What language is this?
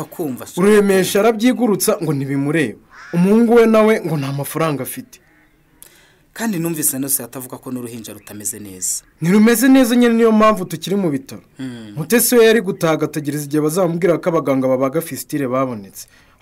Kinyarwanda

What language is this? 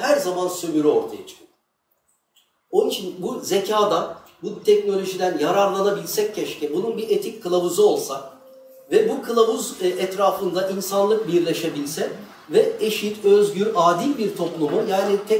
Turkish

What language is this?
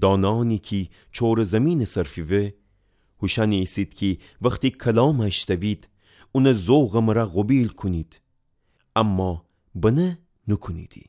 Gilaki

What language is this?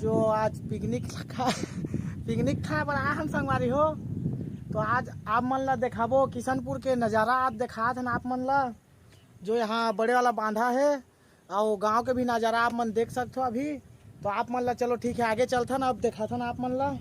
Chhattisgarhi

